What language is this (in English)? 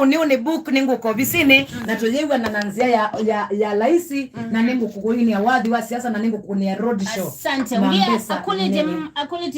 Kamba